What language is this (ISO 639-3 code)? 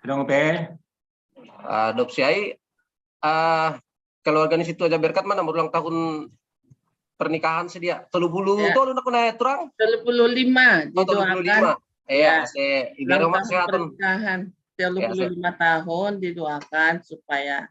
bts